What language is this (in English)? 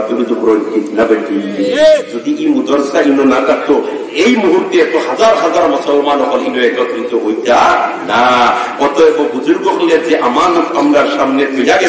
Sylheti